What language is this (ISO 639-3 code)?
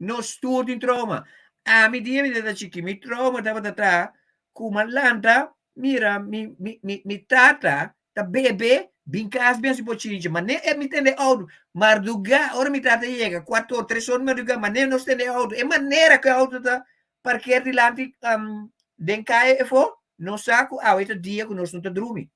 pap